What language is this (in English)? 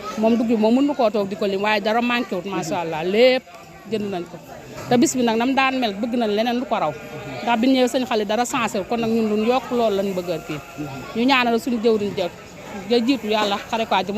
Wolof